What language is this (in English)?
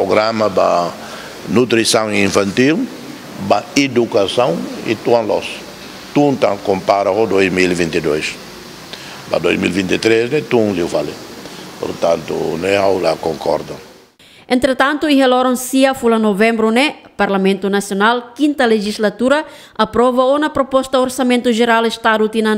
Tetum